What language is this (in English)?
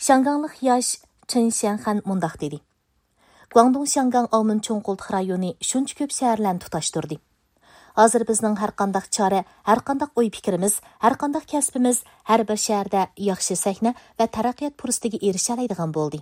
Uyghur